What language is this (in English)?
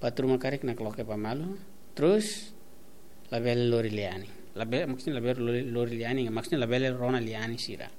Tetum